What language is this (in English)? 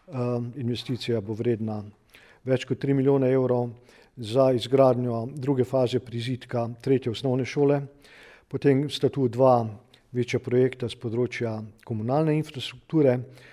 Slovenian